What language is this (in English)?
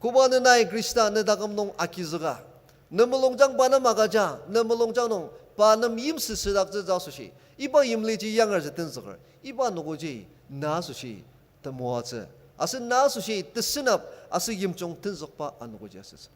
Ao Naga